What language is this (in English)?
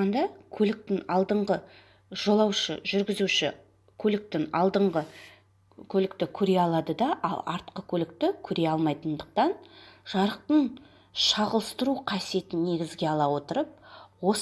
Kazakh